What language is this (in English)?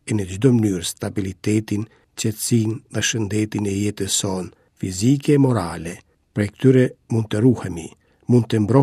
Albanian